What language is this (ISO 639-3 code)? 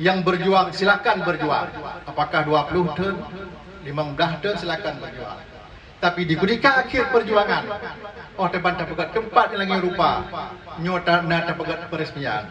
ace